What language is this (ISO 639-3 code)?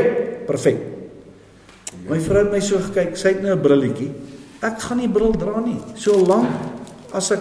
afr